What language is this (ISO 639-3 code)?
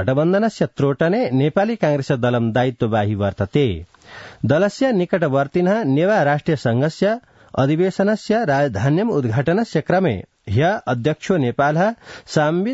san